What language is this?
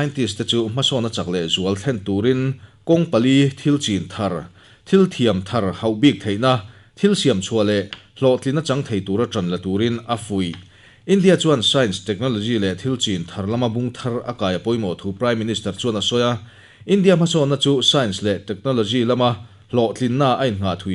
Mizo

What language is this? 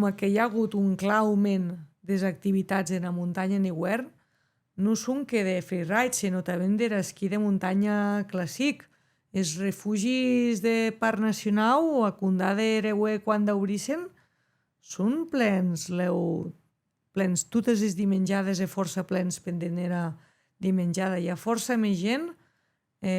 Occitan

